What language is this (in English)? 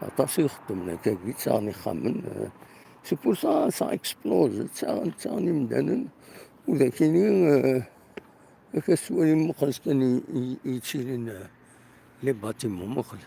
Kabyle